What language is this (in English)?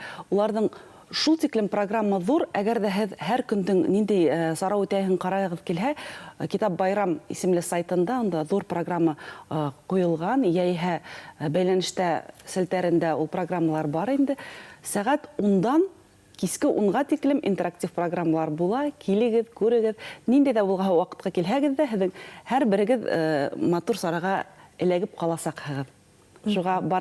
Bashkir